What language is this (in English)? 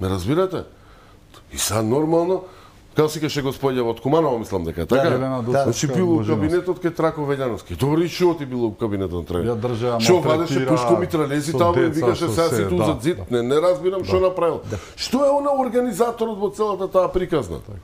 Macedonian